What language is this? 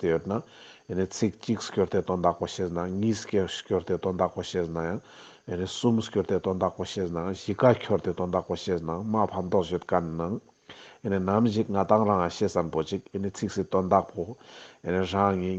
Ladakhi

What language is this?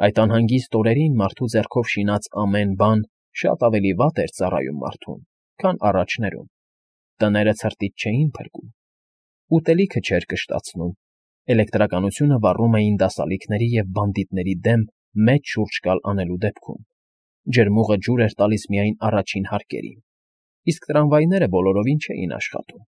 Armenian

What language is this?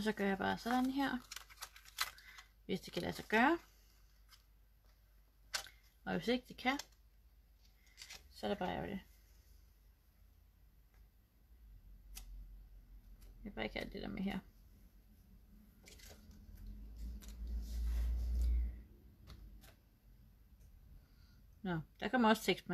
Danish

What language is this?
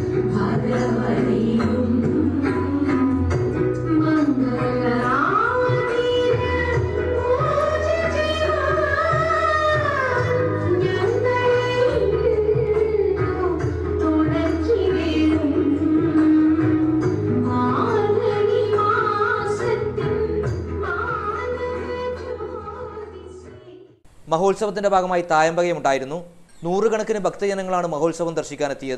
Malayalam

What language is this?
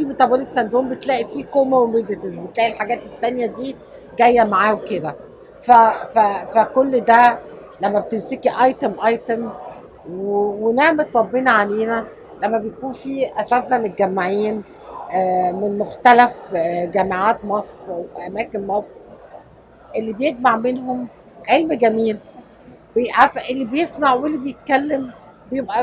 Egyptian Arabic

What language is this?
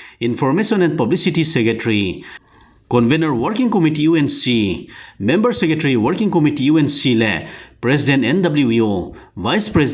Thado Chin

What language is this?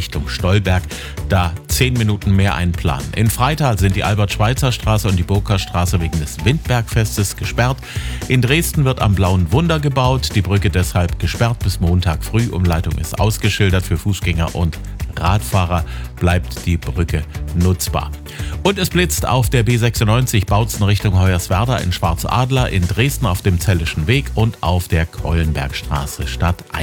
German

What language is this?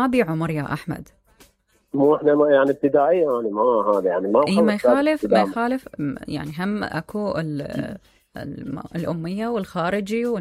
Mesopotamian Arabic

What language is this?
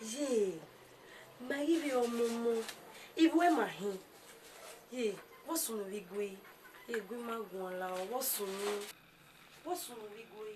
Bini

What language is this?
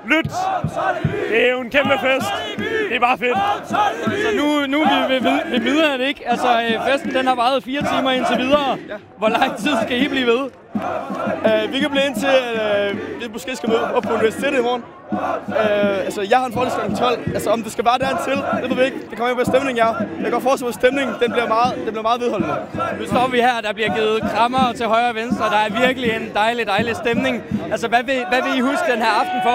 Danish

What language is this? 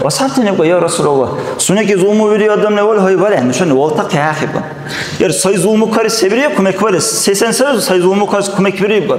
Dargwa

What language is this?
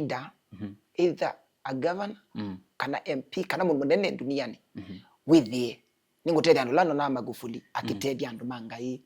Kamba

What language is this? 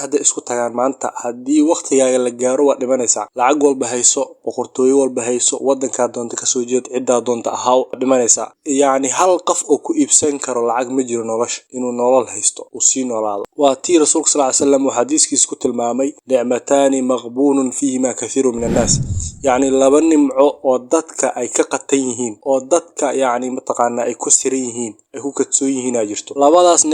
Somali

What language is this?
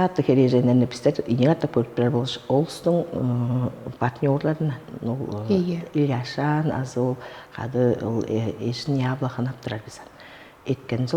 Tuvinian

